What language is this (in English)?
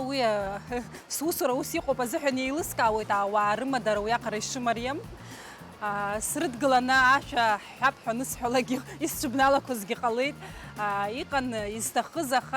Abkhazian